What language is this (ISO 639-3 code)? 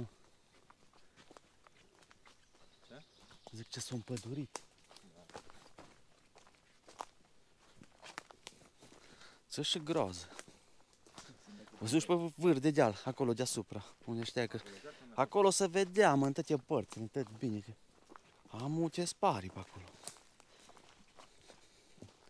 ron